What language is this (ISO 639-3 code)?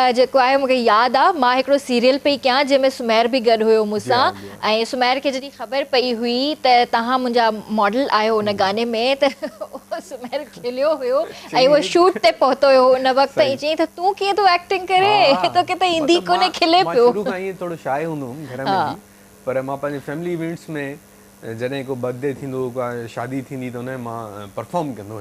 snd